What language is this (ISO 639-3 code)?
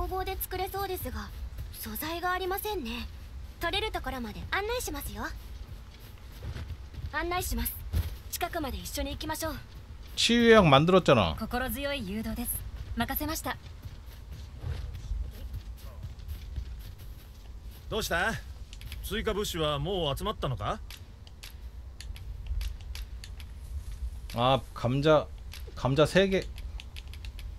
kor